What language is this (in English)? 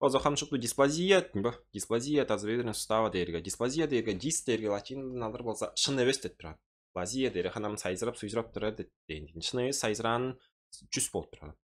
Tuvinian